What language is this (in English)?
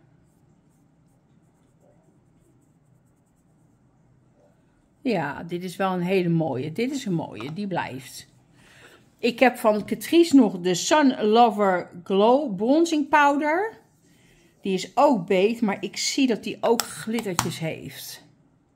Dutch